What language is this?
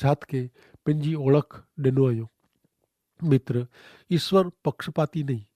Kachhi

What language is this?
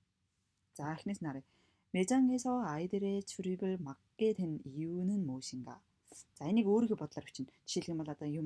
Mongolian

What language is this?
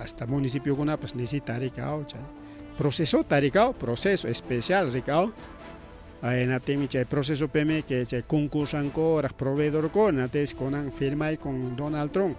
Ayacucho Quechua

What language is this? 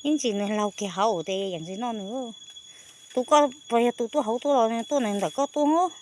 Hmong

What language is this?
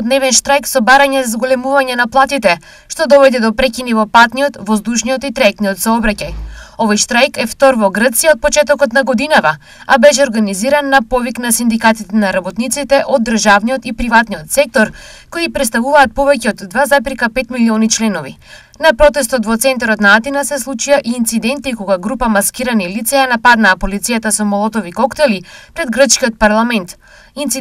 Macedonian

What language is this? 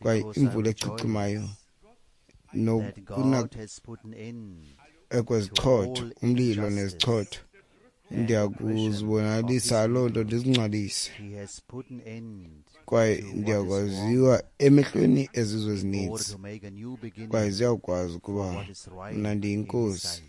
Xhosa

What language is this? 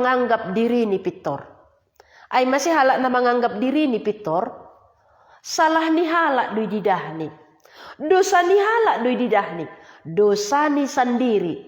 Batak Simalungun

